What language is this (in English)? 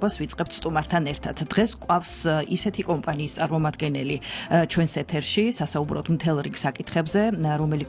Georgian